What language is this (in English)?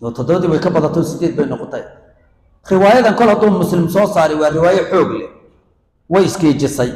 Somali